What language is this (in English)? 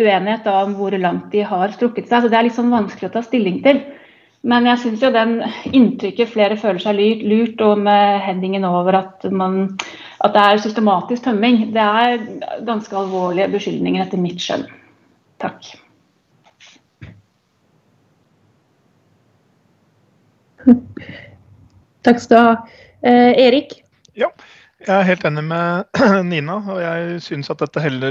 Norwegian